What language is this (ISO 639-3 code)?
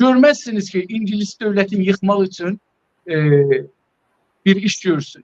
azb